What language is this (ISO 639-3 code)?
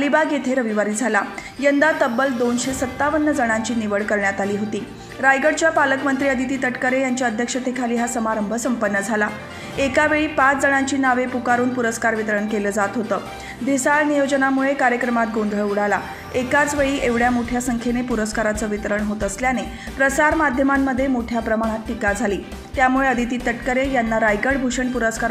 mar